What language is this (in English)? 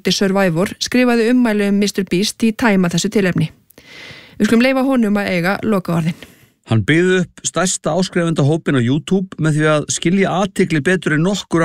Icelandic